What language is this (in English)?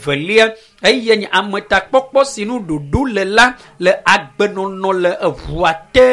Ewe